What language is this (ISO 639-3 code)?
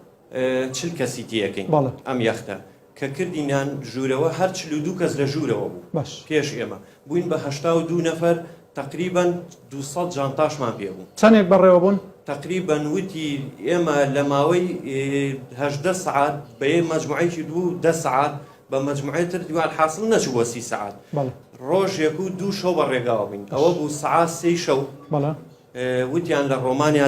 ckb